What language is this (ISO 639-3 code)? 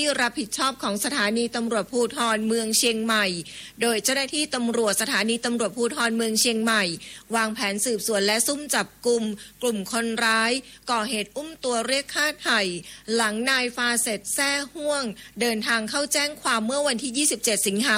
tha